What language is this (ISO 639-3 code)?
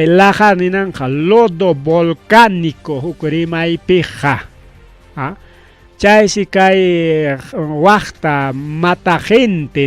quy